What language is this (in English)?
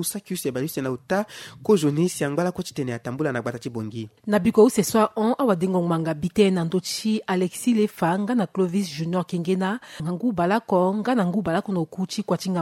Sango